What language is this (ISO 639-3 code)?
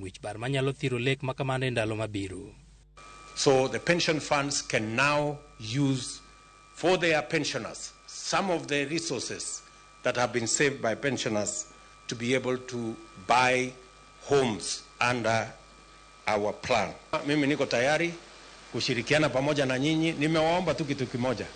luo